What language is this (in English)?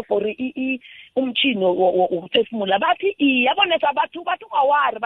South Ndebele